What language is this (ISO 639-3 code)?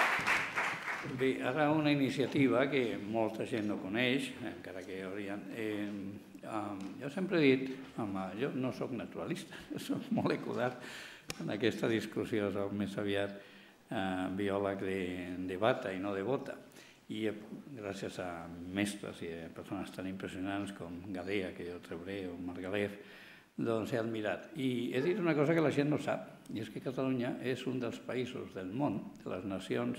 cat